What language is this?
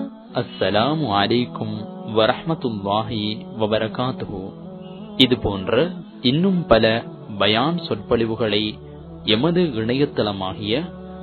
Tamil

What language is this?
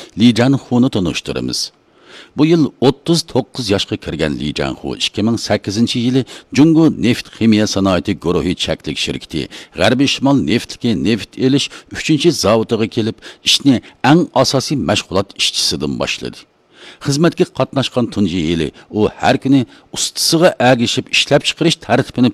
Uyghur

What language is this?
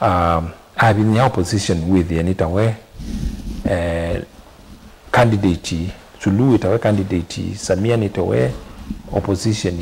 Kamba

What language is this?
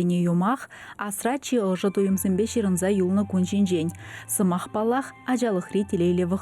Chuvash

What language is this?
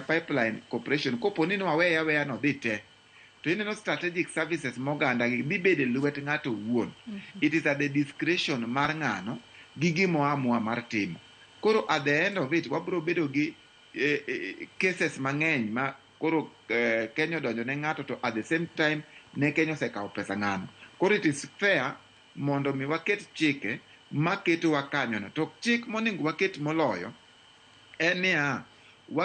Luo (Kenya and Tanzania)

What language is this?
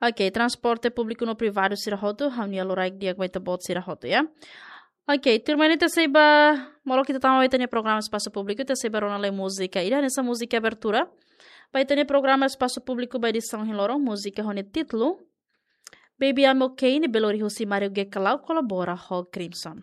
Tetum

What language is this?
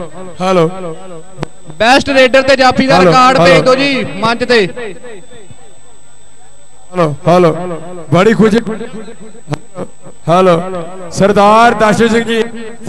Punjabi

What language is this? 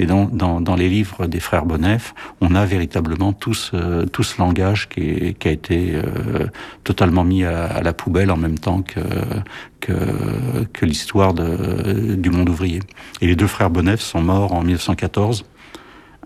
French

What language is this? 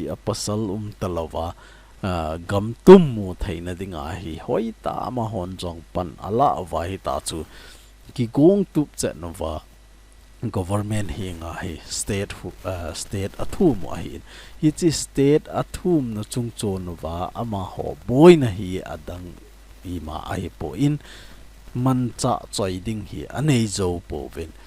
Thado Chin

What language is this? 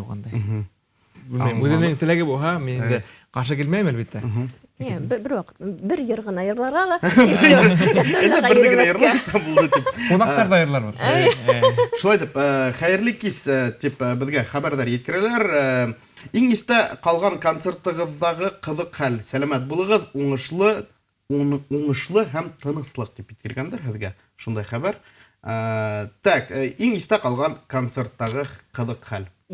Bashkir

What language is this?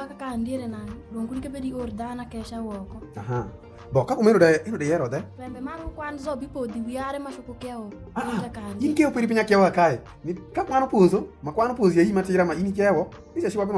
Alur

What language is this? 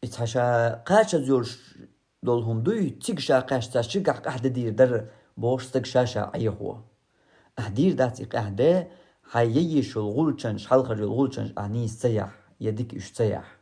Chechen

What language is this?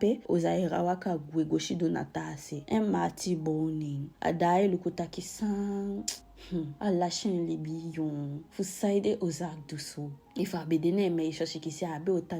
Eastern Maroon Creole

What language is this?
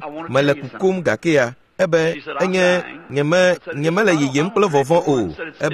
Ewe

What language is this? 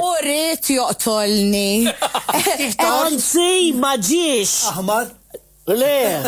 Maltese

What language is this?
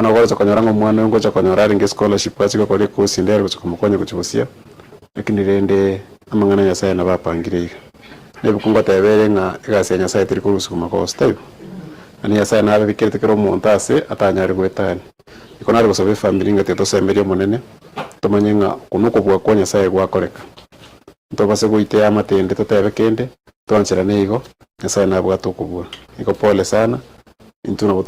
Gusii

